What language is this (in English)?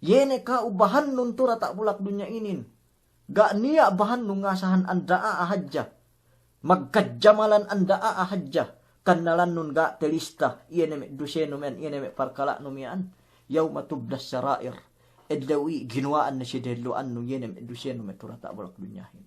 Yakan